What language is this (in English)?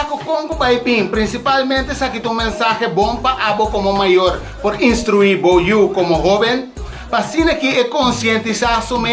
Papiamento